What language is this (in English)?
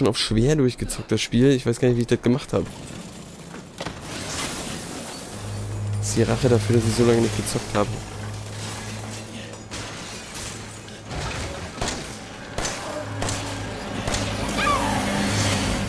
German